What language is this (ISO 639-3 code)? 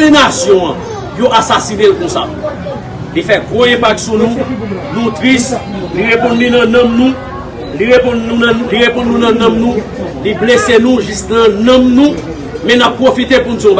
hat